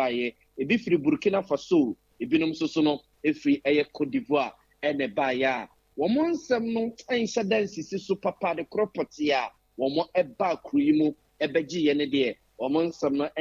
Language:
Akan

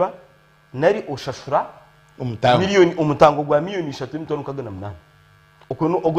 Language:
Nyankole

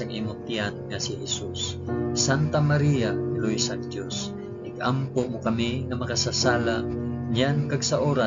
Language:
Hiligaynon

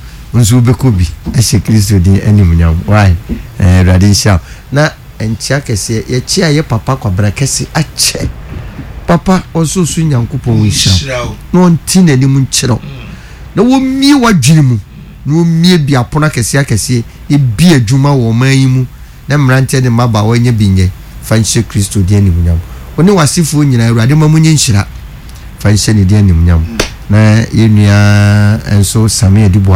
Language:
Akan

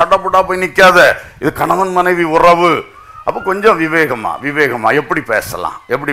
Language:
Tamil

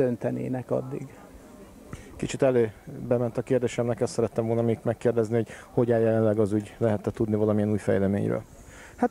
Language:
Hungarian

